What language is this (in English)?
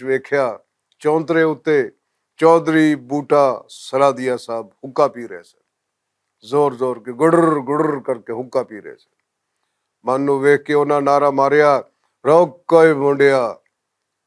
Western Panjabi